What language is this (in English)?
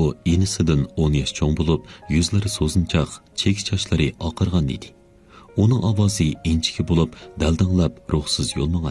Uyghur